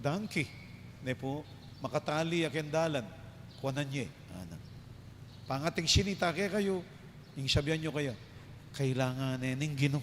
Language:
Pampanga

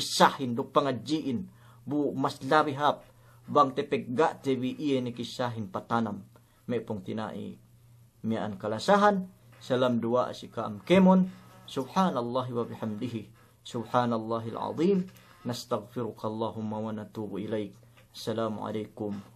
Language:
Yakan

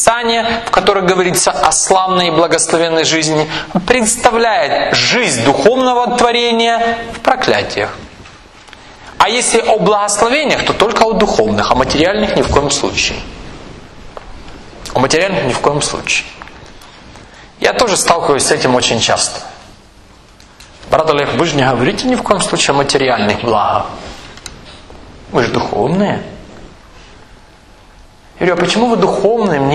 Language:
Russian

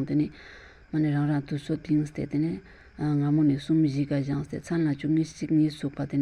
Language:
Ladakhi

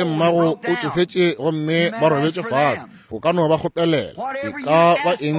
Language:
Northern Sotho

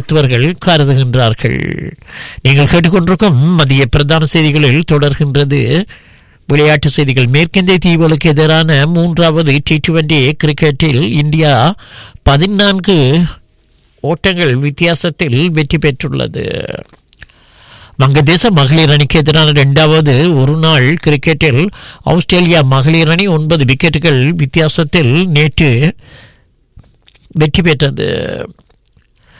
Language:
Tamil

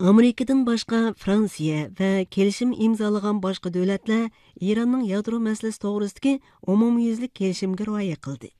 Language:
Uzbek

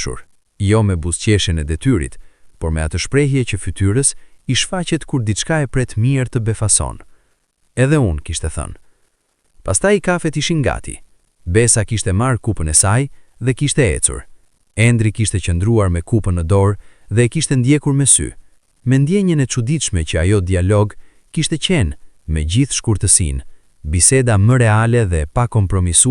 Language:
Albanian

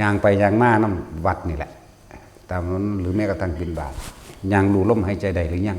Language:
Northeastern Thai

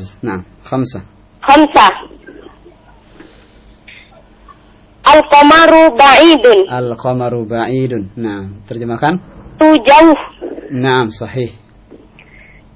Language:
Indonesian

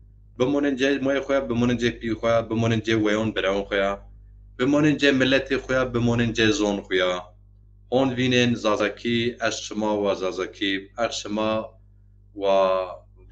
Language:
Zaza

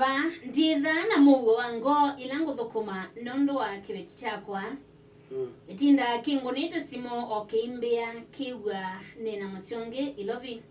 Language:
Kamba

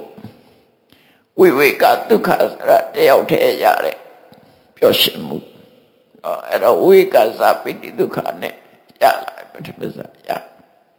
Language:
Burmese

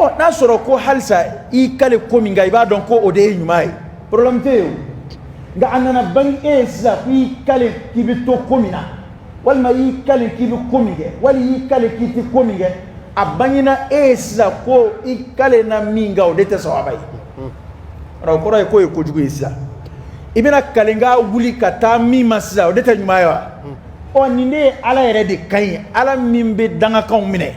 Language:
Dyula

